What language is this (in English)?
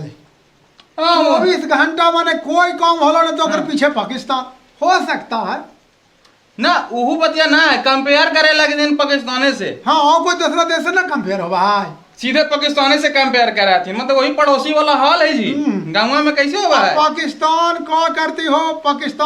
Magahi